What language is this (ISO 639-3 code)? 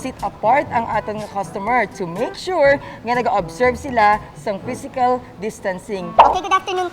hil